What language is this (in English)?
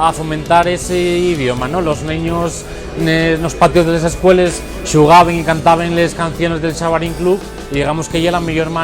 Asturian